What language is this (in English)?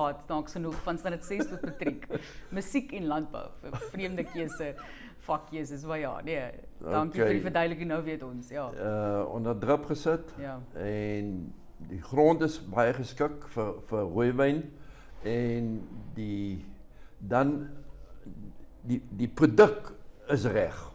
Afrikaans